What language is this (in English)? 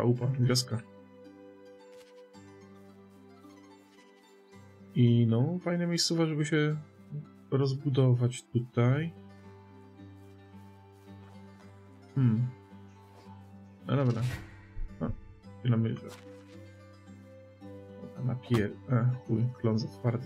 Polish